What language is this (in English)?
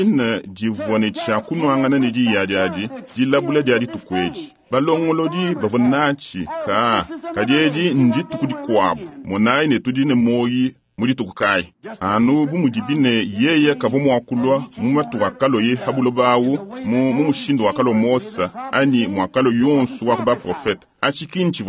Luba-Lulua